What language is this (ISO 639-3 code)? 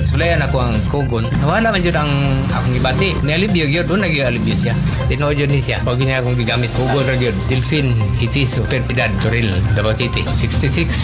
ceb